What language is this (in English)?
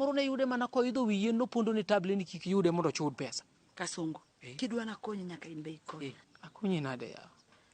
Luo (Kenya and Tanzania)